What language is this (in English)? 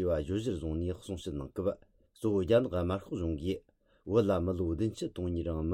Tibetan